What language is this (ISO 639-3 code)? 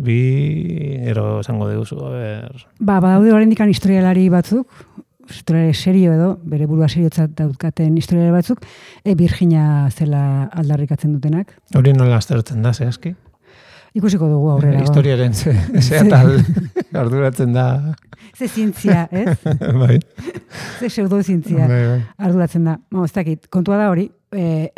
eus